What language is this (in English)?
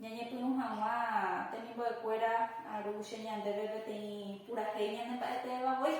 Guarani